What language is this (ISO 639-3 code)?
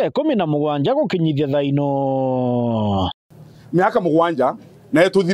mer